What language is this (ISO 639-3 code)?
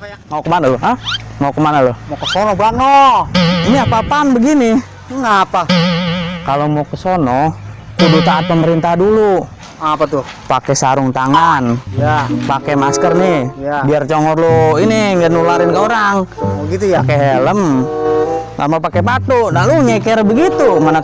bew